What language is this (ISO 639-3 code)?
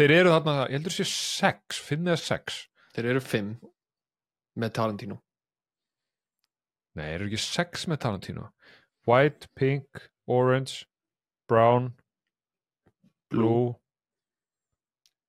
isl